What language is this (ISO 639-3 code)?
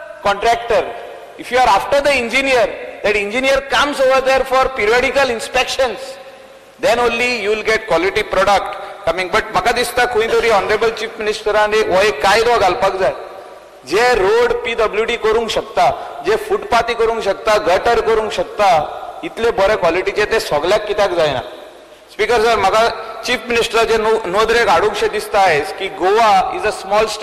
kok